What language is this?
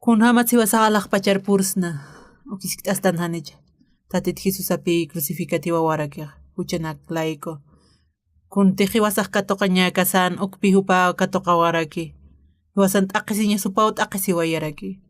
Aymara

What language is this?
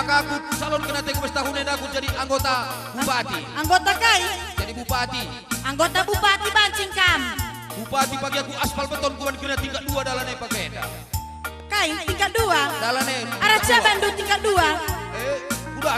Batak Karo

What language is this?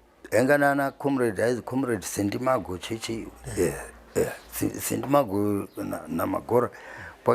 Shona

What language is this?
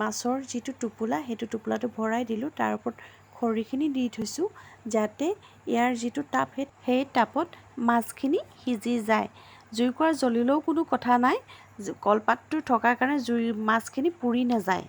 Assamese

